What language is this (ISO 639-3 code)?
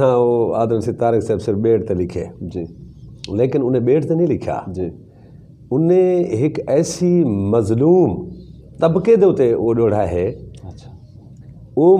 skr